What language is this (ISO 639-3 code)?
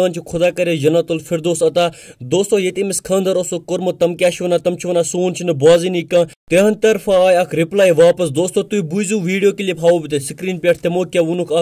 kas